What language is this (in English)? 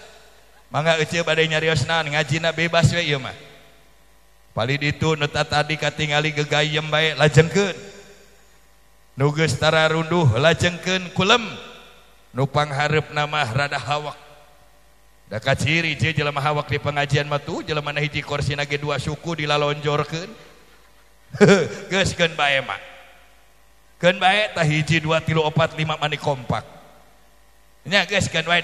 Sundanese